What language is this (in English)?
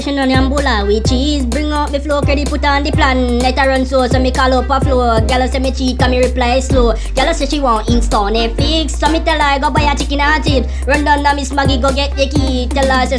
Jamaican Creole English